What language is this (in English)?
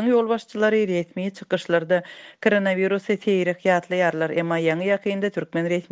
Turkmen